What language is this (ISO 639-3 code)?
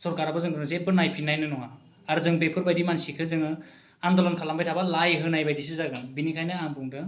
brx